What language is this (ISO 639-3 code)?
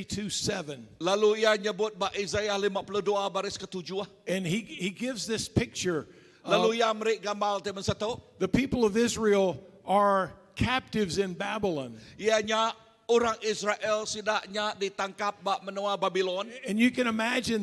iba